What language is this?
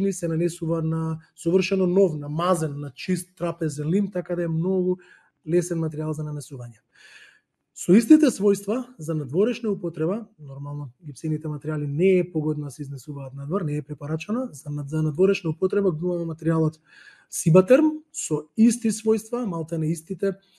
Macedonian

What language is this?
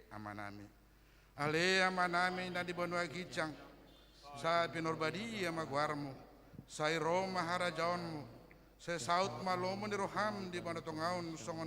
Batak Toba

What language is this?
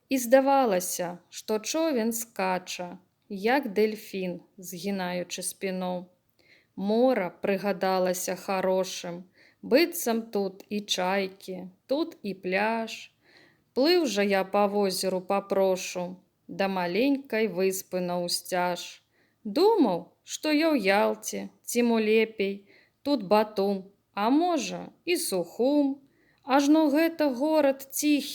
Belarusian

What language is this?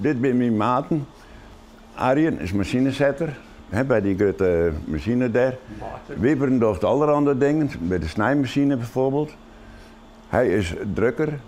Western Frisian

